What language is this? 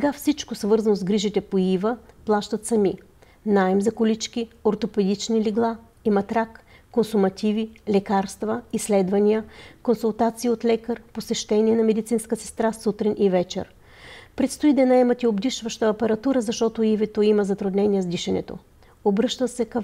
Bulgarian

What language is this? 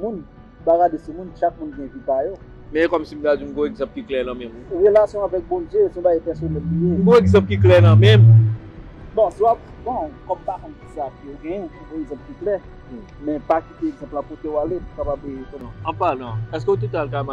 Haitian Creole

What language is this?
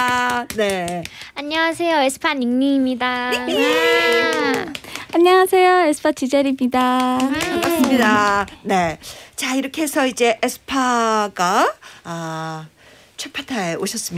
Korean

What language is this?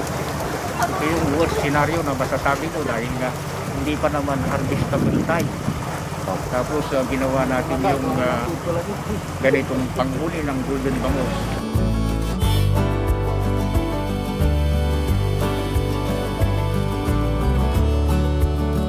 Filipino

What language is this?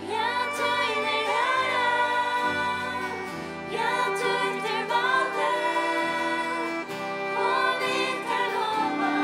Faroese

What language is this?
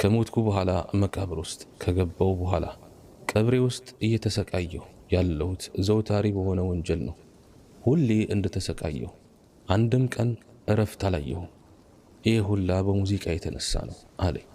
Amharic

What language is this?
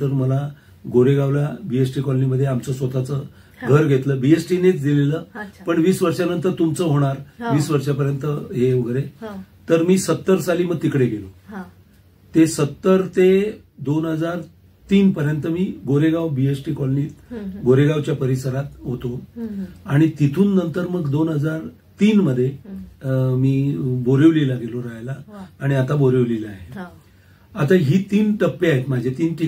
Marathi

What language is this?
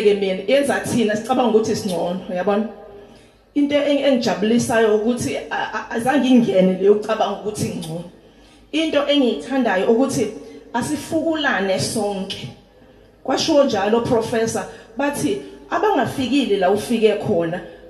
Zulu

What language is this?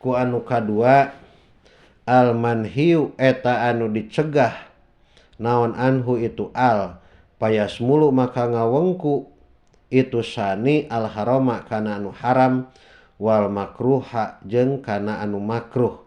Sundanese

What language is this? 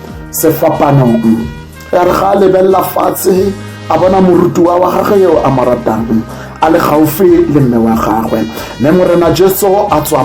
Tswana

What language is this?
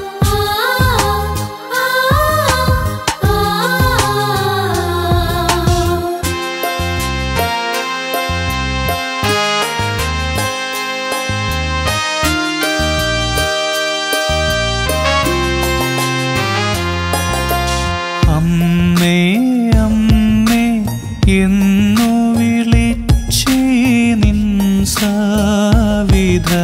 Malayalam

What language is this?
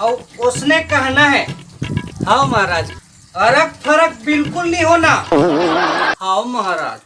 Chhattisgarhi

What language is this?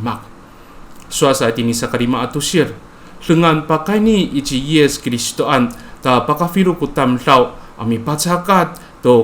Amis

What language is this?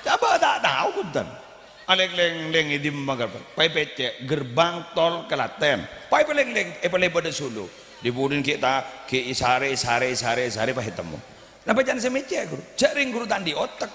Madurese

